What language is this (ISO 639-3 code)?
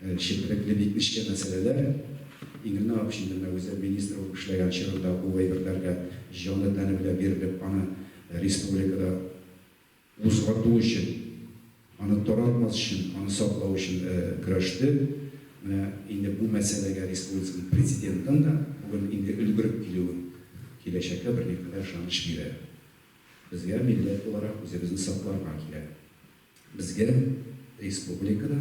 tat